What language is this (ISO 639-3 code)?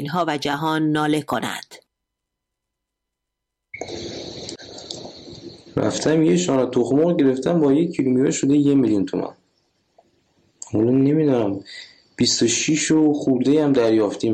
fas